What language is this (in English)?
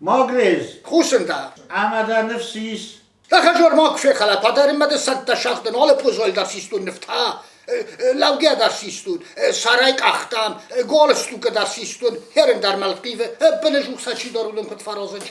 Ossetic